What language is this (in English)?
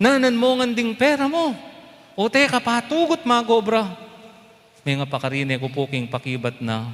Pampanga